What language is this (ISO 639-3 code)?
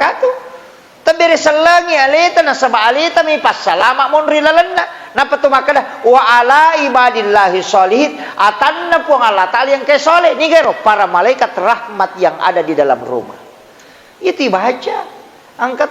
bug